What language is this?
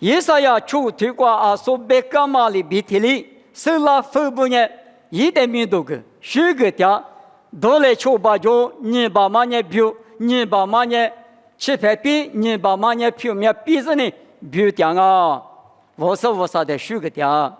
Lisu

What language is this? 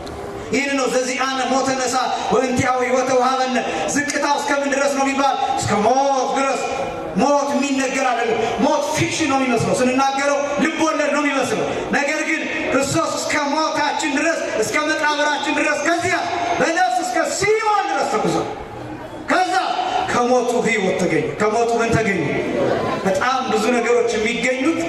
Amharic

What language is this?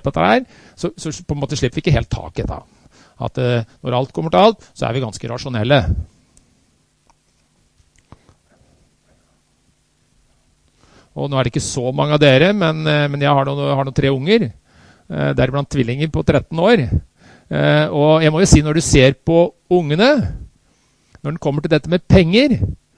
Norwegian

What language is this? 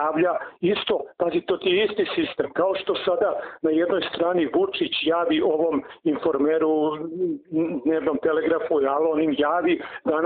Serbian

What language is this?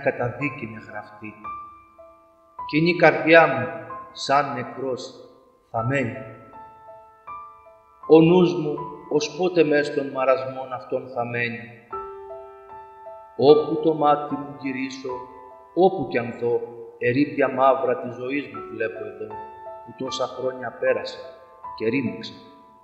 Greek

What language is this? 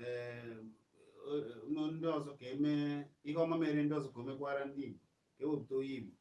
Igbo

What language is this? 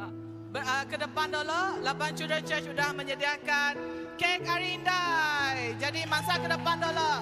Iban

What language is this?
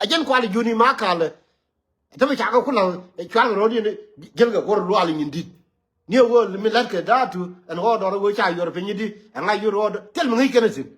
Nuer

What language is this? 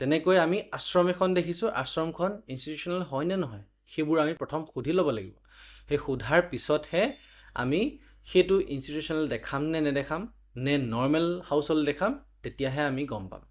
Assamese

